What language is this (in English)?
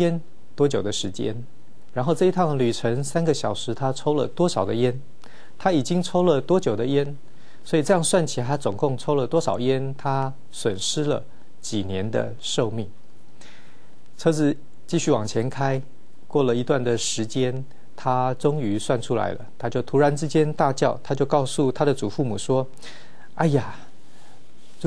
Chinese